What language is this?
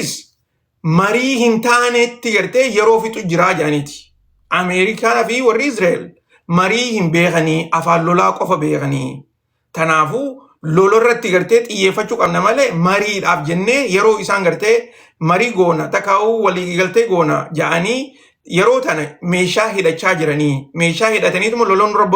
Oromo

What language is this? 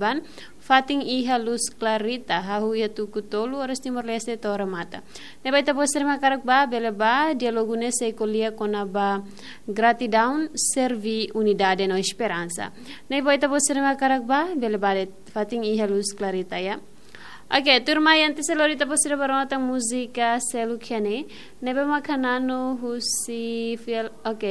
Tetum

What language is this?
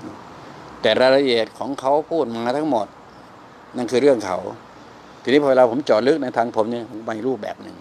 Thai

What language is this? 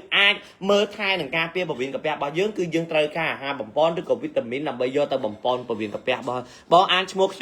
Khmer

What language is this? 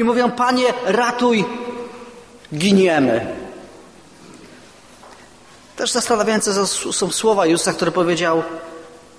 Polish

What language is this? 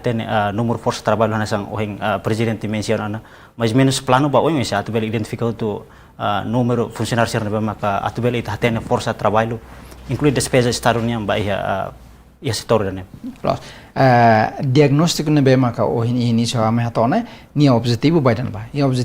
Tetum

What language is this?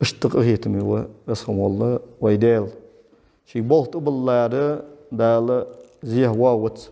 Ingush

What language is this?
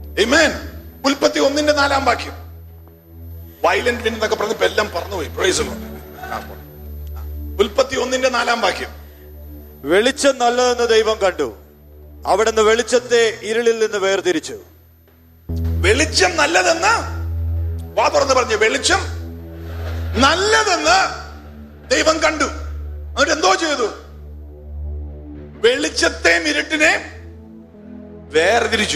Malayalam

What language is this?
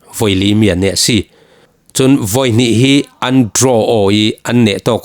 Falam Chin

